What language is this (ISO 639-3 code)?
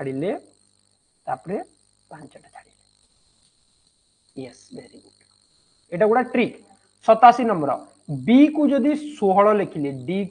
ori